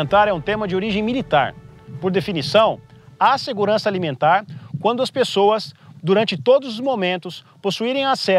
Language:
Portuguese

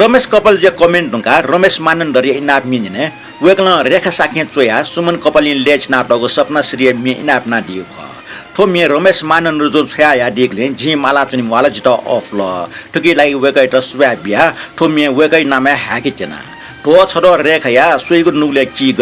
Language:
Newari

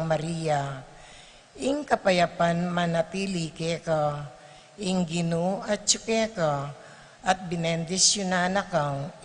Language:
Pampanga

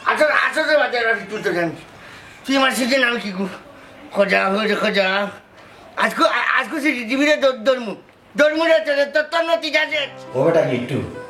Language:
Sylheti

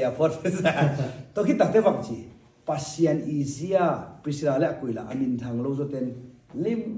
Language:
Tedim Chin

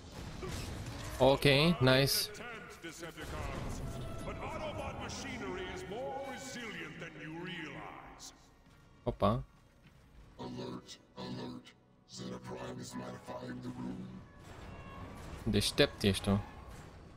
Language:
Romanian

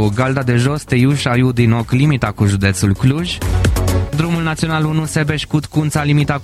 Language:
Romanian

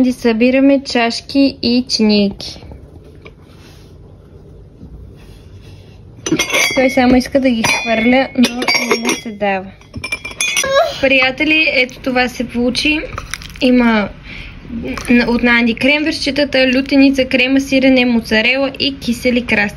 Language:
Bulgarian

